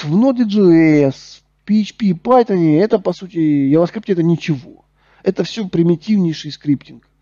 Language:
Russian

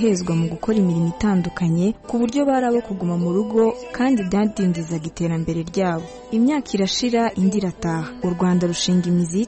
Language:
Kinyarwanda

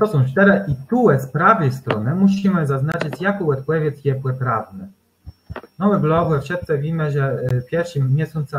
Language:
Kashubian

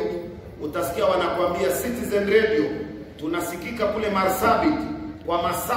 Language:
Swahili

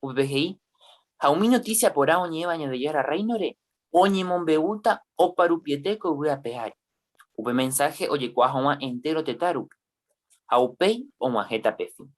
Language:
Guarani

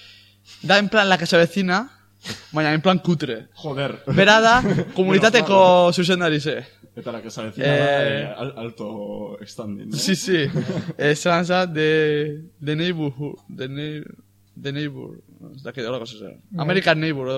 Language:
Basque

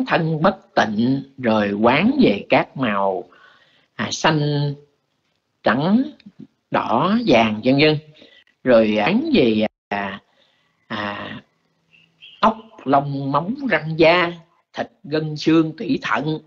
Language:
Vietnamese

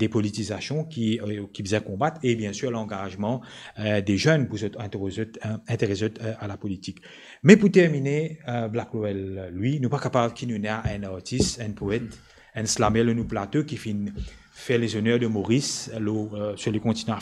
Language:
Morisyen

